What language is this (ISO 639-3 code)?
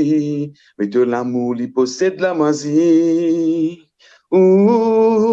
mfe